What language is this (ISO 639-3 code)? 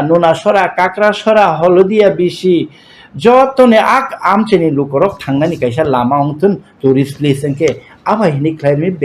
trp